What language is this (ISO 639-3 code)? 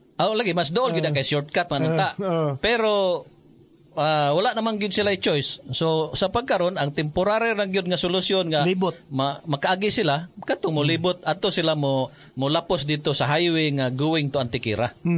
ceb